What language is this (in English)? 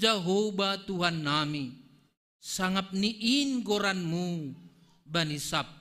Batak Simalungun